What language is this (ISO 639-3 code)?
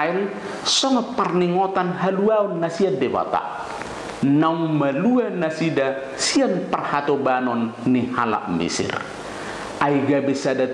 bbc